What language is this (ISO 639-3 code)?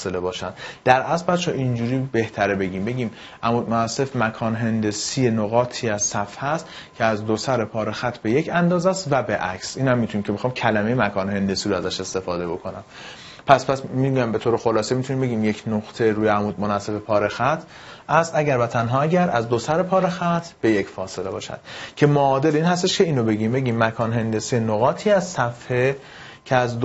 fas